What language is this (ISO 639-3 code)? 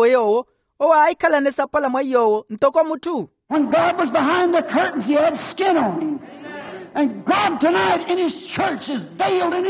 vmw